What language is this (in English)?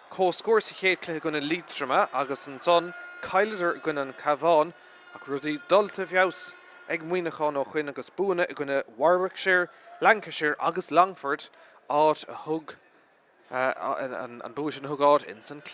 Irish